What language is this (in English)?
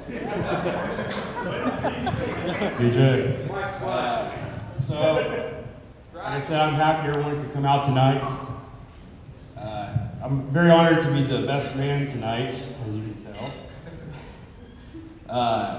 English